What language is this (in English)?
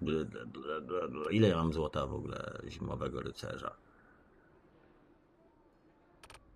Polish